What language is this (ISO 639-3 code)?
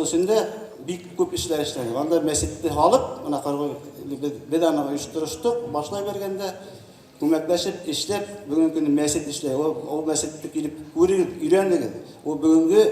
bak